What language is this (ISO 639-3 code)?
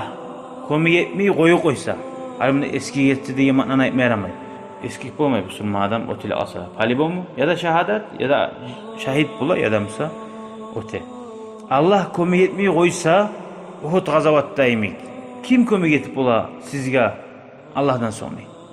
kum